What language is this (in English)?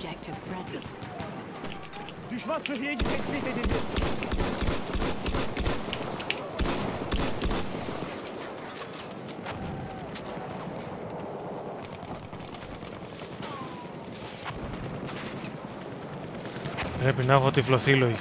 Greek